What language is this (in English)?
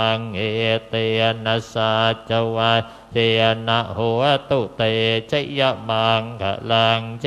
Pali